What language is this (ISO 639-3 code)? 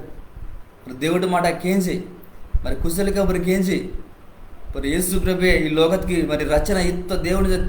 kff